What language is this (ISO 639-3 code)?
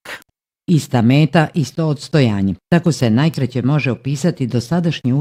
bos